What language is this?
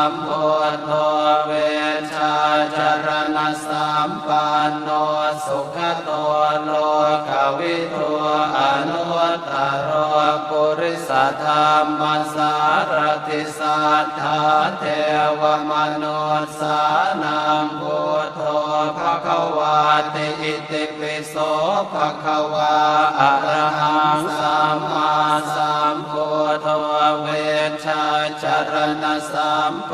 Pali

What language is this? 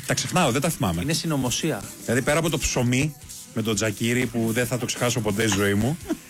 Greek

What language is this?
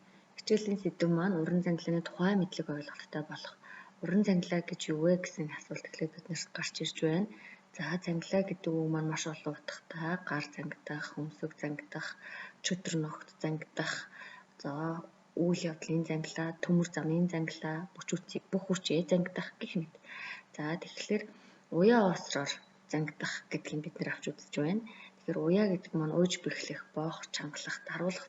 Mongolian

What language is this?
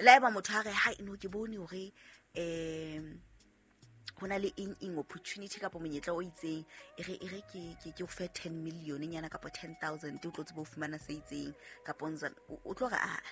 Southern Sotho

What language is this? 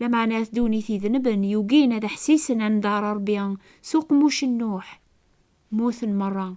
Kabyle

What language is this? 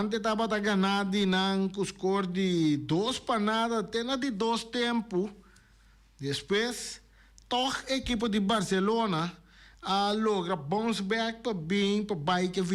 Papiamento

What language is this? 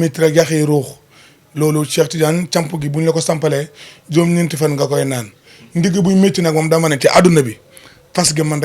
Wolof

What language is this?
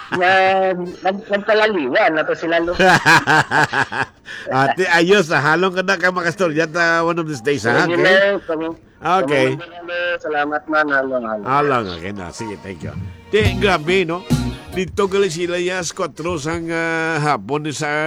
Hiligaynon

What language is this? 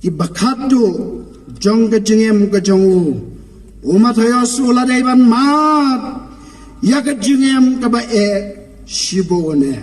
Khasi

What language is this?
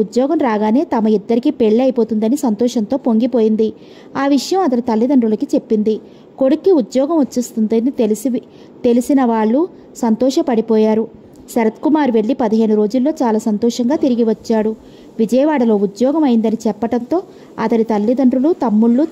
Telugu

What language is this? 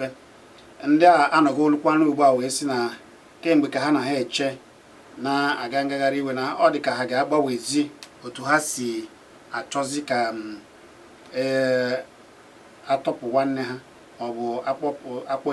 Igbo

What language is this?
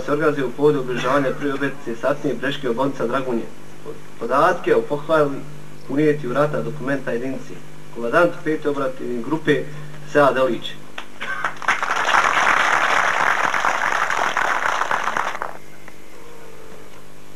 Bosnian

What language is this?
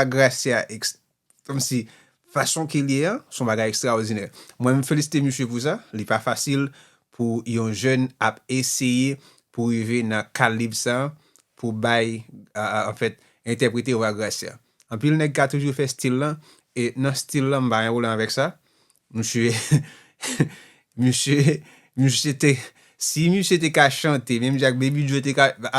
Haitian Creole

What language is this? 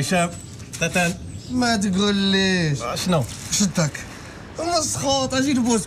Moroccan Arabic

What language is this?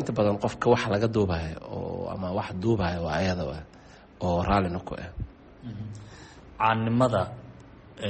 Somali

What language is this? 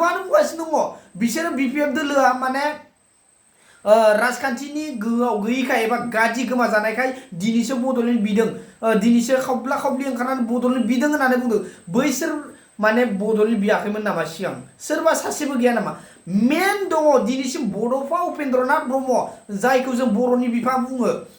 Bodo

